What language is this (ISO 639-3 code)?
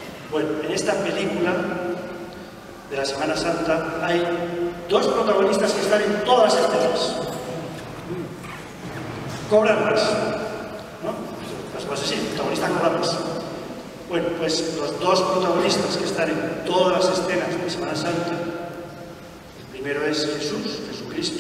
spa